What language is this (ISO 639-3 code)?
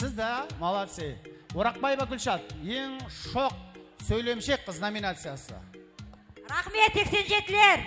kaa